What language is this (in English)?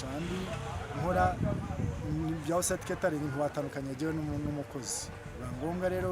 Kinyarwanda